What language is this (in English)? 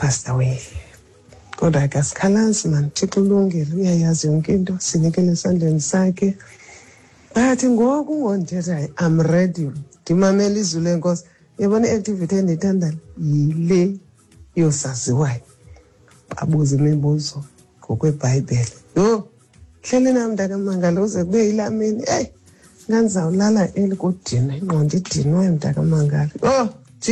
Xhosa